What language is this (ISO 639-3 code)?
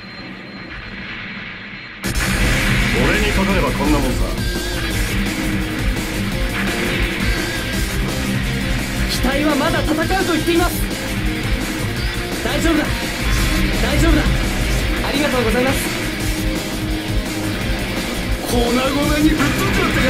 jpn